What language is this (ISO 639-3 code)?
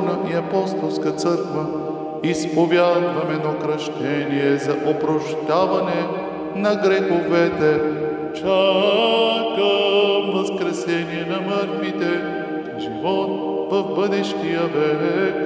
bul